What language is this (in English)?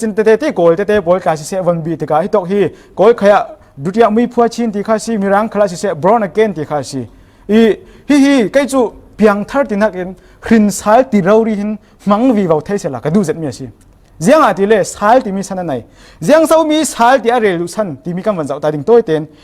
Falam Chin